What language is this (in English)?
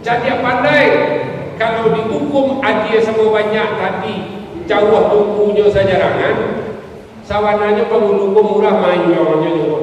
Minangkabau